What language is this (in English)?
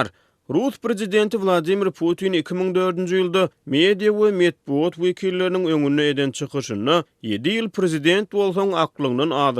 Turkmen